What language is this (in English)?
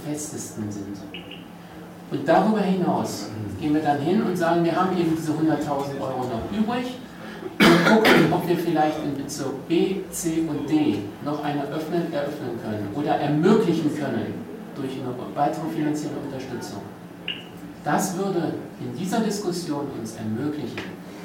German